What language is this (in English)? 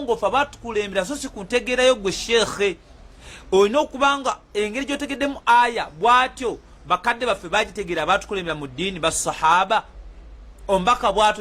Ganda